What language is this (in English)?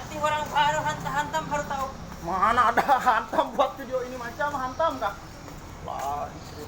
Sundanese